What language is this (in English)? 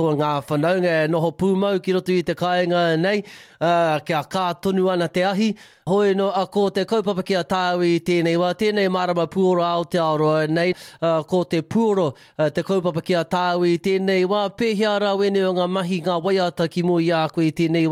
Māori